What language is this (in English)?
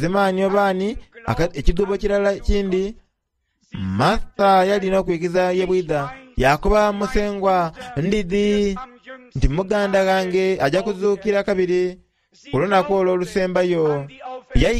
Soga